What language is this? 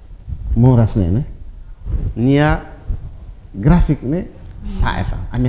Tetum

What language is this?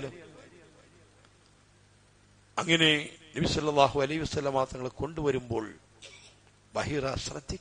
Malayalam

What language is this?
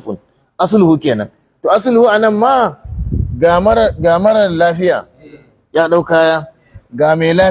Hausa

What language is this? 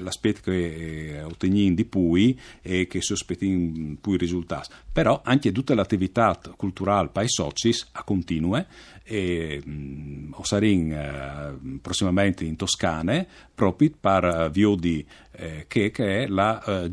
Friulian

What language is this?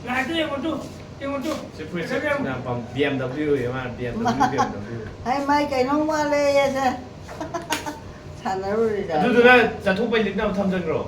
Manipuri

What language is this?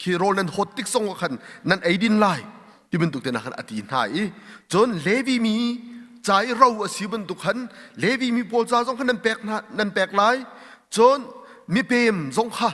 Hakha Chin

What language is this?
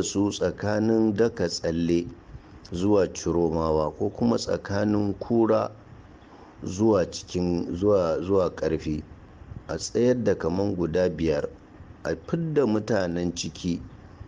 Hausa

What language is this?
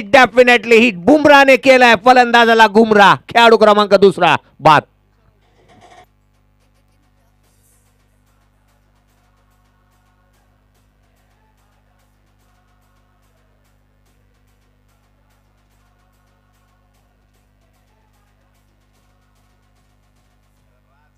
Marathi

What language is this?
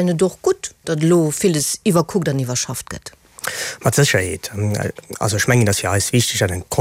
Luxembourgish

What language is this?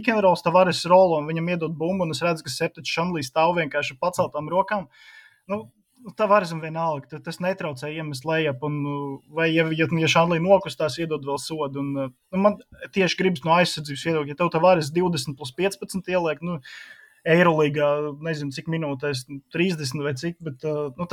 Latvian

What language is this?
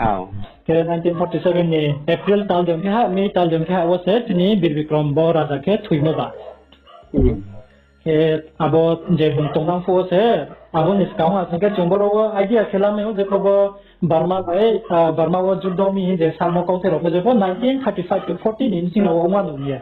Riang (India)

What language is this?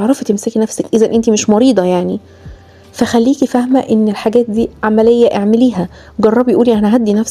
Egyptian Arabic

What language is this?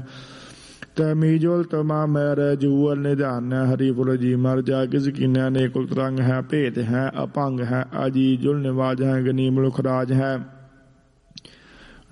Punjabi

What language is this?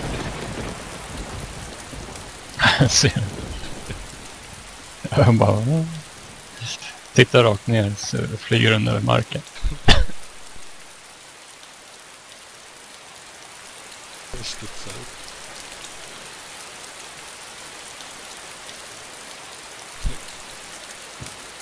Swedish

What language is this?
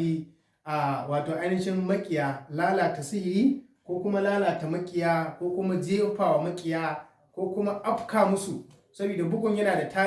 Hausa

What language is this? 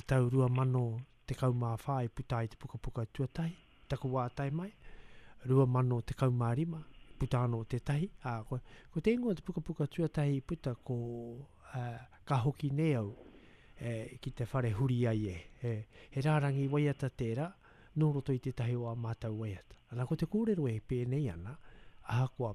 Māori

